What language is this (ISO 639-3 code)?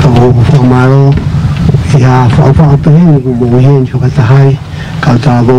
ton